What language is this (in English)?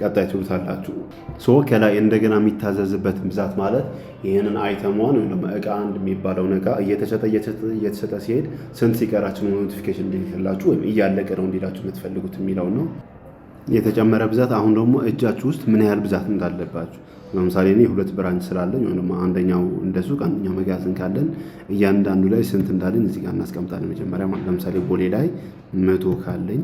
Amharic